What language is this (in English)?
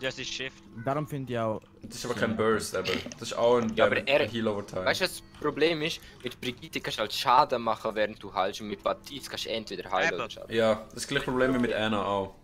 Swiss German